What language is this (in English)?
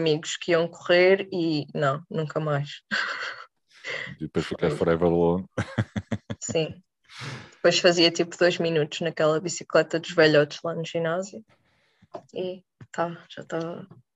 Portuguese